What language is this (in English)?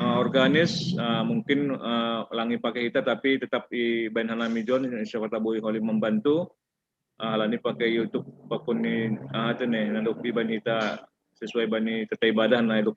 Batak Simalungun